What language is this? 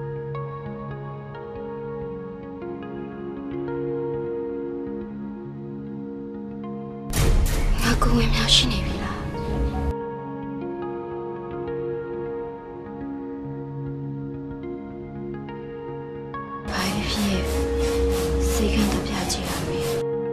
Burmese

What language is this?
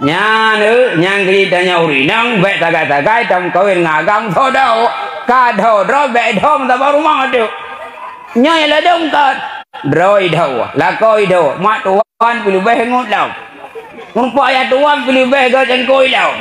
Achinese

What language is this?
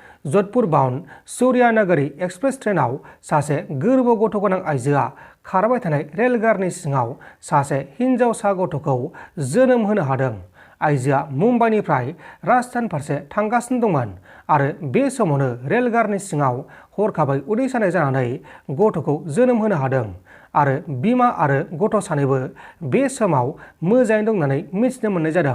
Bodo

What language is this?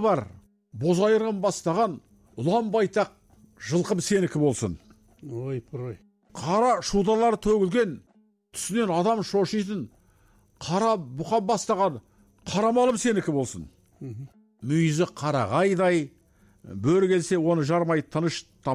Kazakh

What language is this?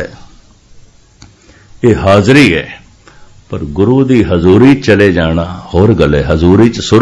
Punjabi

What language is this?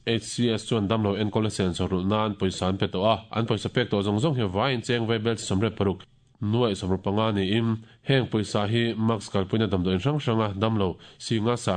Mizo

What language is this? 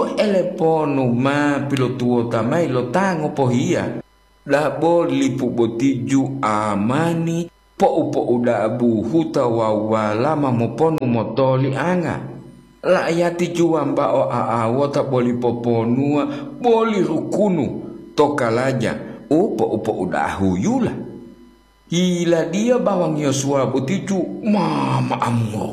Gorontalo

